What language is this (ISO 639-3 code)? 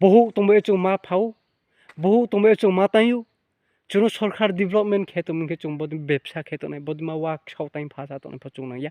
ria